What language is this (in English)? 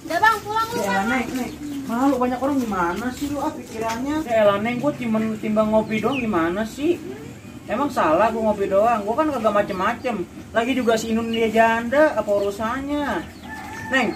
Betawi